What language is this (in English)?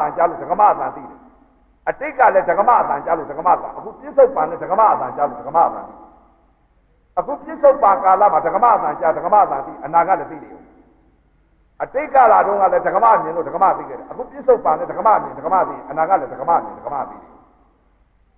Burmese